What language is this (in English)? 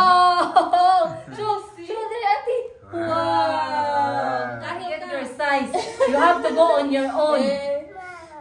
Filipino